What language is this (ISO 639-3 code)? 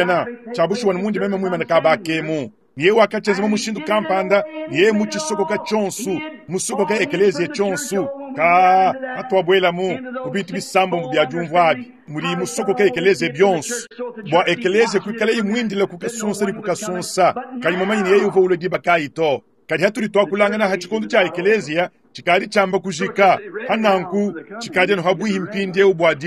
lua